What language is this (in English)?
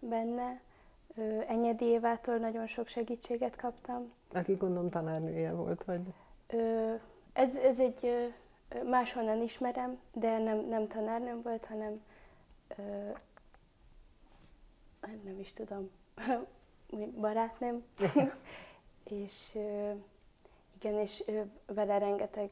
Hungarian